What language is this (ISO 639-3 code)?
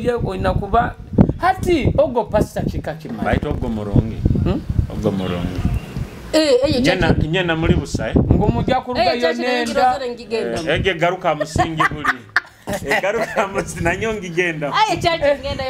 nyo